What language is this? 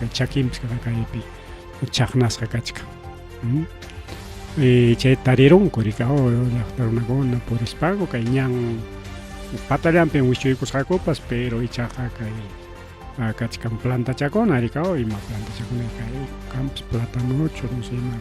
Ayacucho Quechua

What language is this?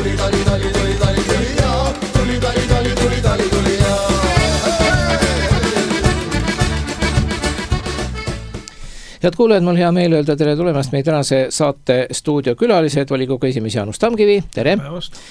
Estonian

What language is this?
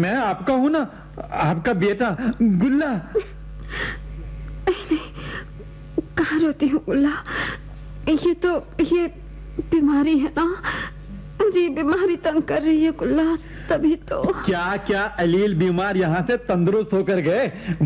Hindi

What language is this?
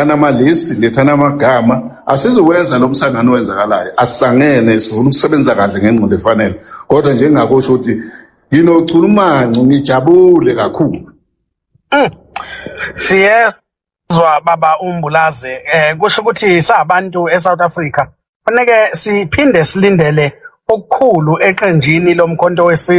Zulu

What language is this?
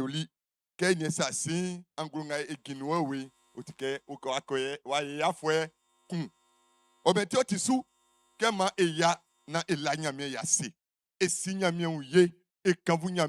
Baoulé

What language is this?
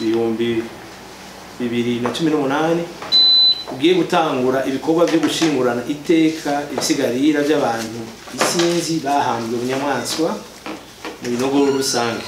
Rundi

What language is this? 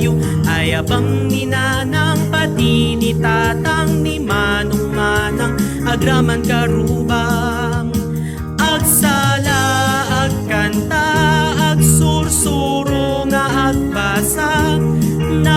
Iloko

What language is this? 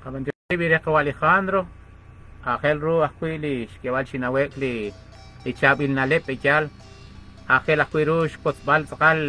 Kekchí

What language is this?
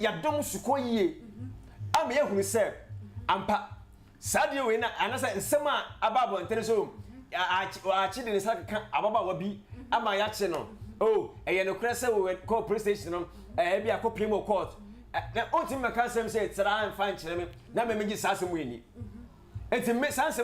Akan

